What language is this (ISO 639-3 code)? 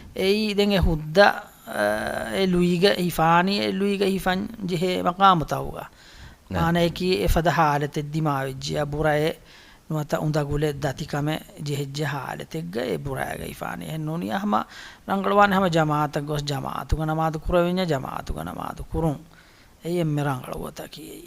div